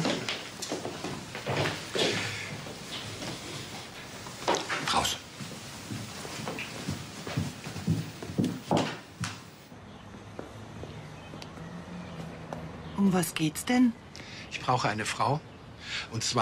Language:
German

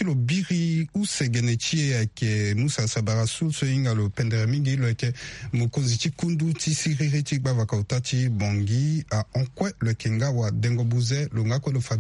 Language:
Sango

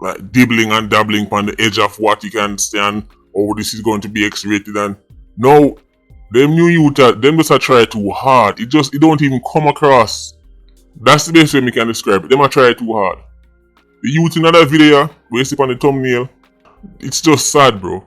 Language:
Jamaican Creole English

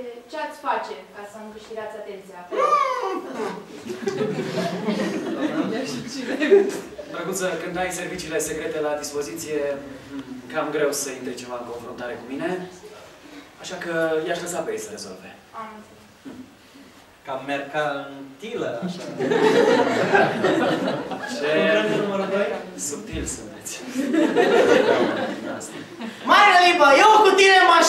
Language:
Romanian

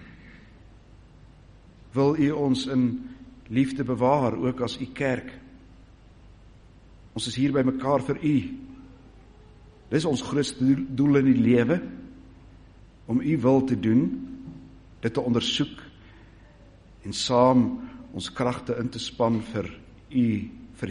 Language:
Afrikaans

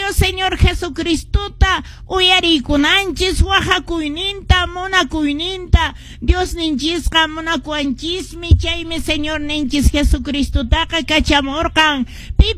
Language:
Quechua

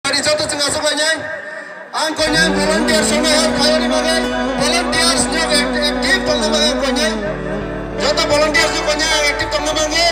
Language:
Kok Borok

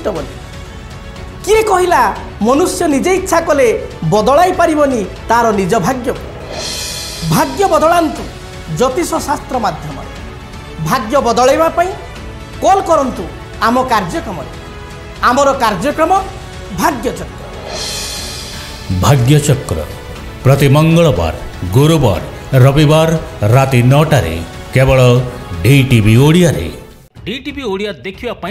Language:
Odia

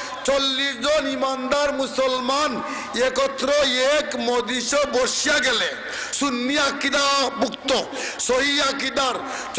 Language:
Bangla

